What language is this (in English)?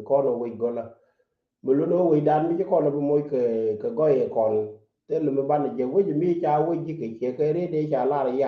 Nuer